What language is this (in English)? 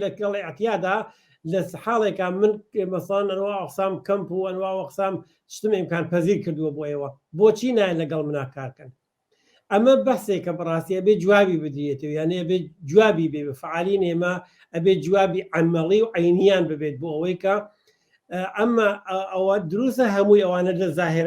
Central Kurdish